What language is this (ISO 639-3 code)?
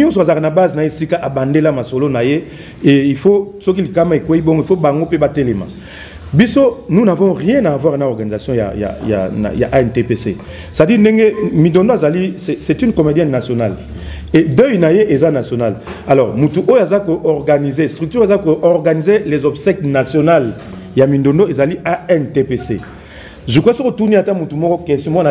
lin